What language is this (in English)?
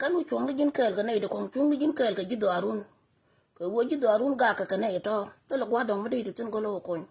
Nuer